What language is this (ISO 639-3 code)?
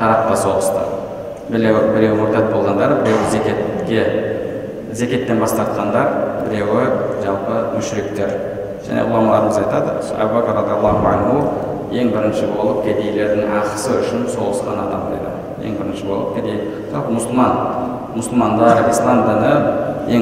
kaz